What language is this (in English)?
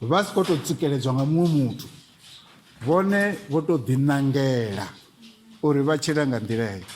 Venda